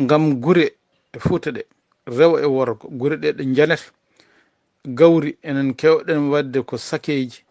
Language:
Fula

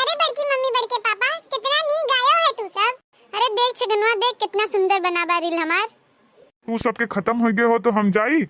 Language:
Awadhi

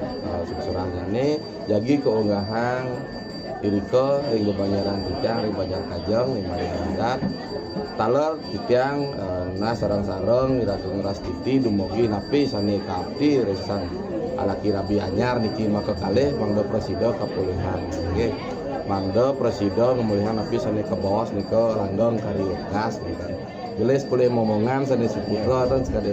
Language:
Balinese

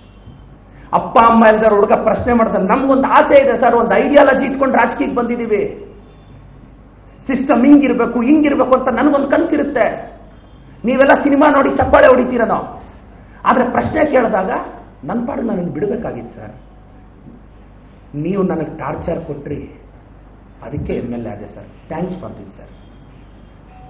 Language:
Kannada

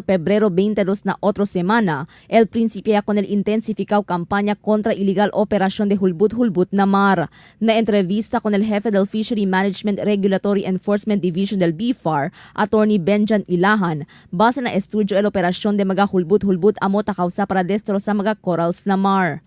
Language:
Chavacano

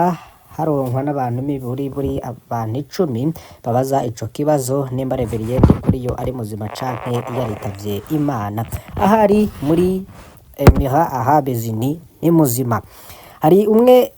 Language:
Rundi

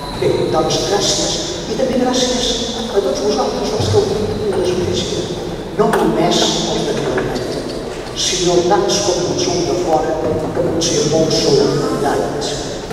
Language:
Catalan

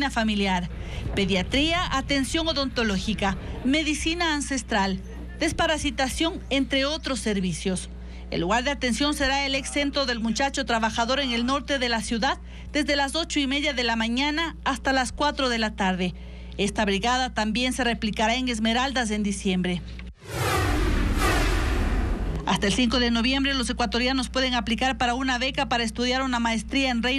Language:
Spanish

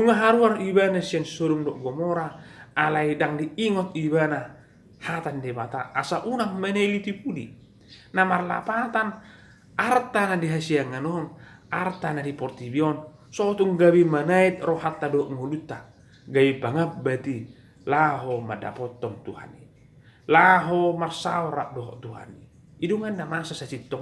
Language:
Batak Toba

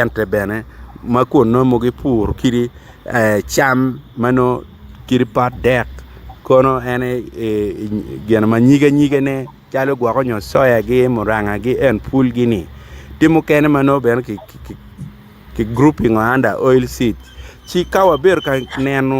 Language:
Acoli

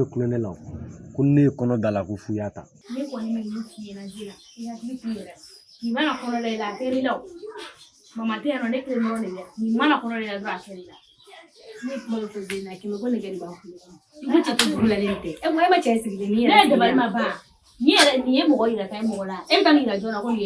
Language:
Bambara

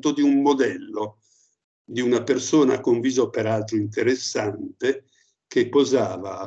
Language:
Italian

